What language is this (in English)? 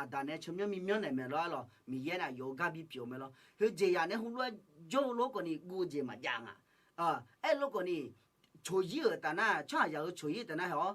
Akha